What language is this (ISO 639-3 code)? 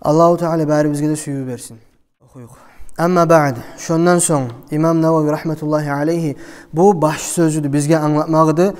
kum